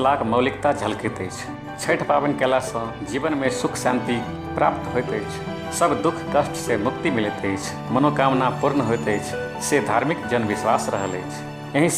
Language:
Maithili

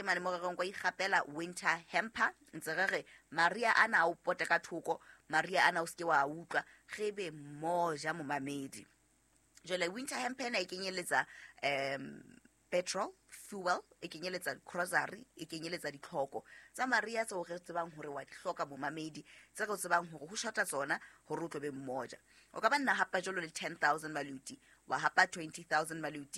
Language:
Southern Sotho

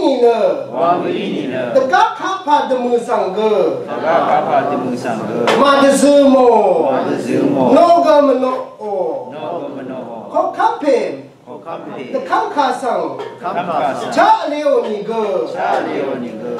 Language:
Rawang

